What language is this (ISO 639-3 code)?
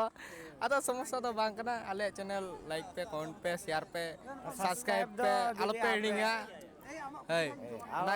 sat